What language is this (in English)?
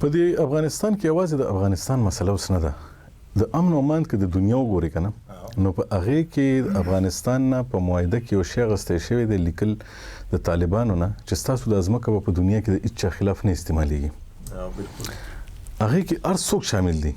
Pashto